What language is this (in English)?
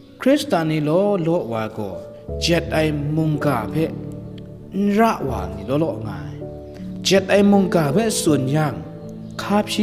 Kachin